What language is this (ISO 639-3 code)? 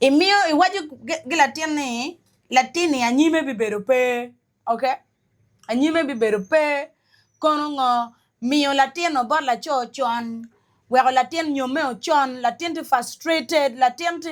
ach